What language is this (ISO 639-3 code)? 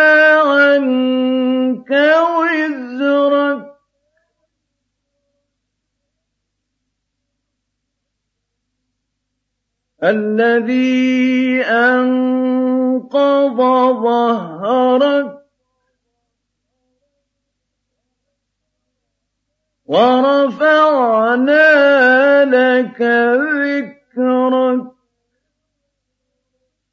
ara